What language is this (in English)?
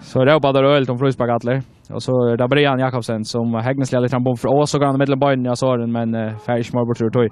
Faroese